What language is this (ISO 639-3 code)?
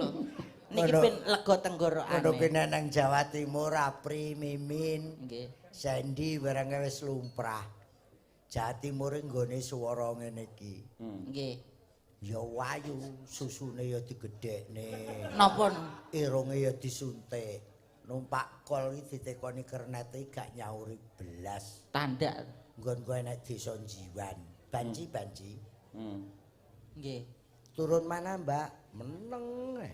jav